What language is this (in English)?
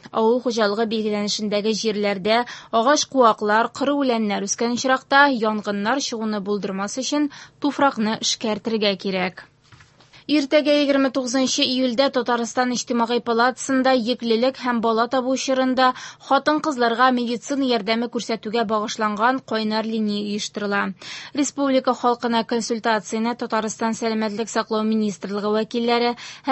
Tatar